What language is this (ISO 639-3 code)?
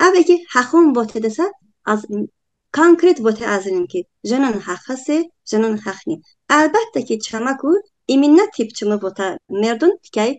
tly